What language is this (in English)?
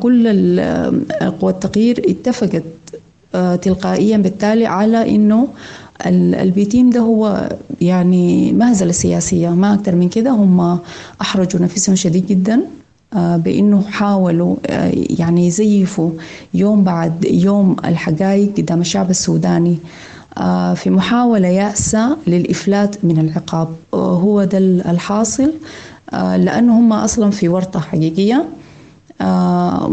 Sudanese Arabic